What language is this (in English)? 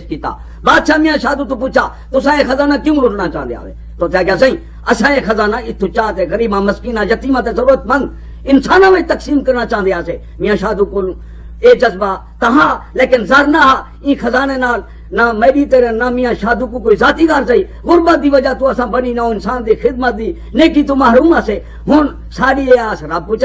Saraiki